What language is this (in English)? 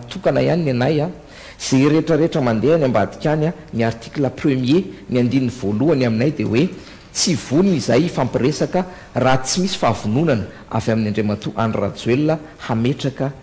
Malagasy